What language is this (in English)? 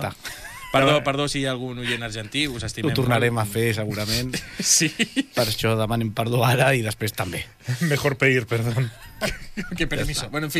Catalan